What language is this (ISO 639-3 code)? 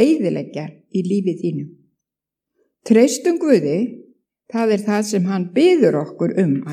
isl